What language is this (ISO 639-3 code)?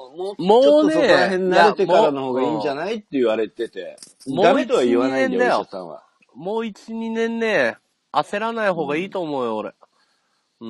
jpn